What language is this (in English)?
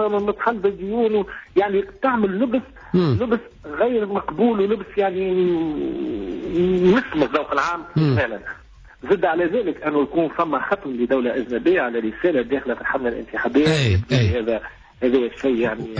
Tunisian Arabic